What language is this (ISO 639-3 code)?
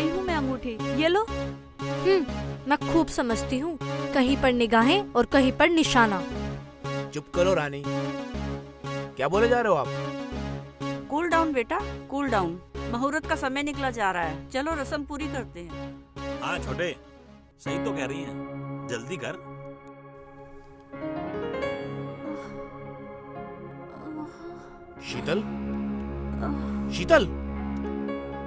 hin